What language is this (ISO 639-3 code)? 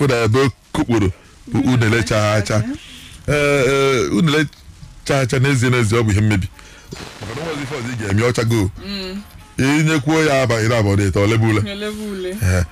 ibo